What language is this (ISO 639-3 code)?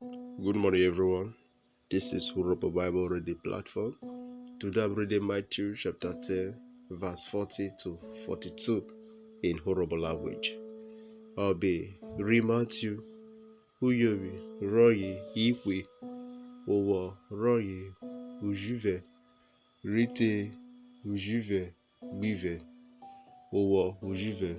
urh